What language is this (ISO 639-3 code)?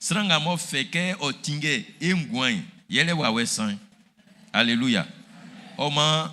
bci